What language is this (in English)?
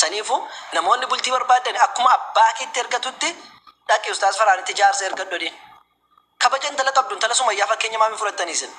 Oromo